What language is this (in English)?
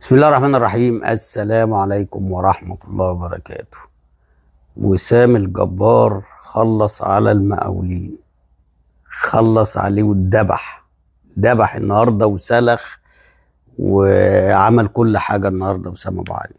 Egyptian Arabic